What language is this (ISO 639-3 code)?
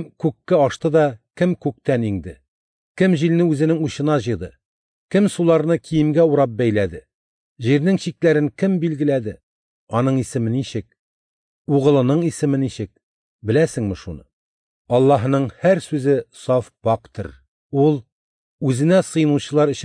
tat